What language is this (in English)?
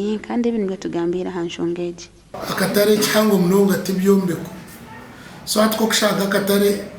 Nyankole